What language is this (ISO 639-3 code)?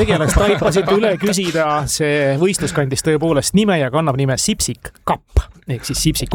est